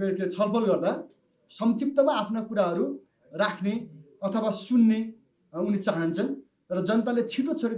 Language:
Nepali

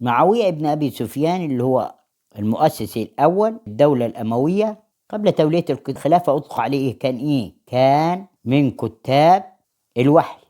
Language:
Egyptian Arabic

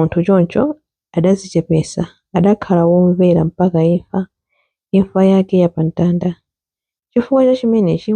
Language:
Nyanja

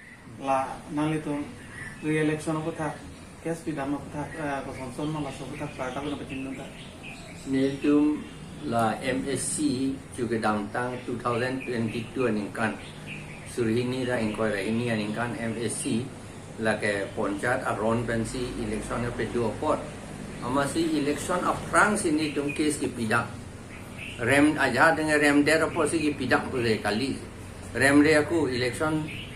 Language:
Karbi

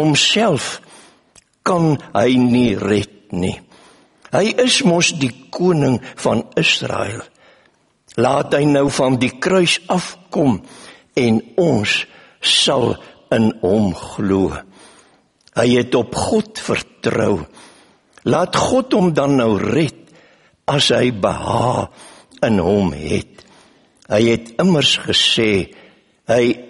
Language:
Afrikaans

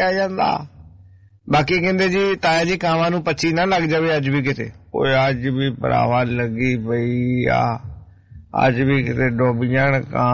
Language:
Punjabi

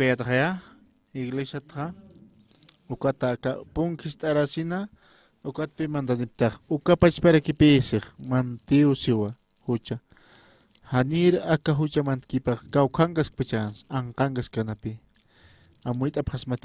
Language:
Aymara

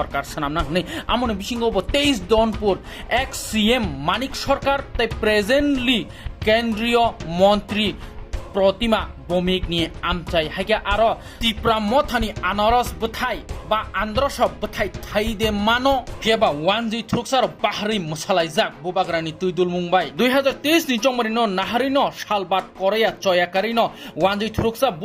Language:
Kok Borok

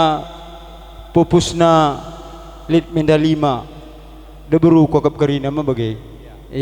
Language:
Batak Karo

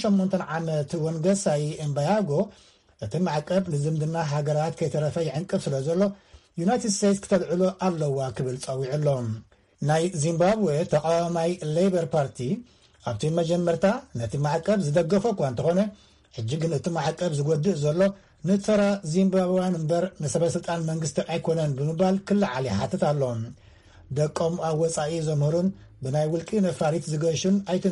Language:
Tigrinya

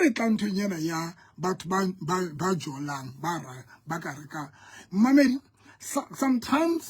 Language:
Southern Sotho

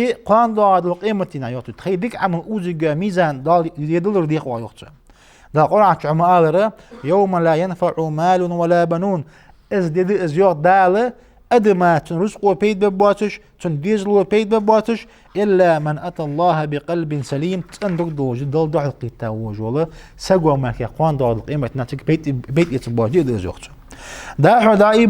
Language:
Ingush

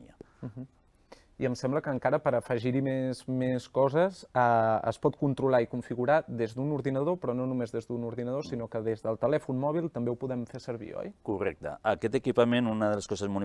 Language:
Catalan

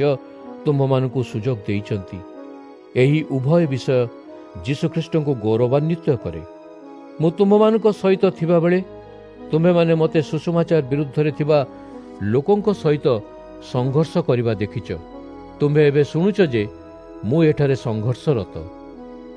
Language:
Odia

